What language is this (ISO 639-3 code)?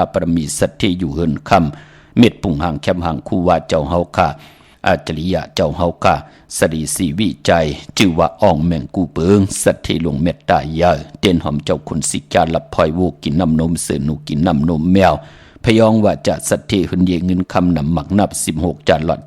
shn